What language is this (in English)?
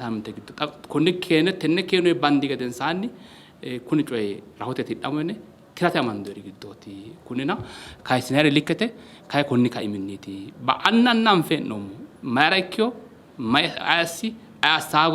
Sidamo